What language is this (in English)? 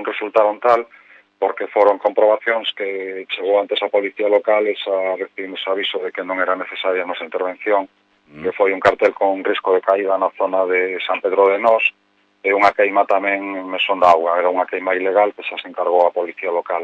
Galician